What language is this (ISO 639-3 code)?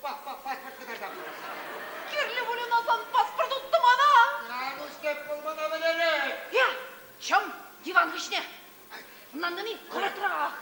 chv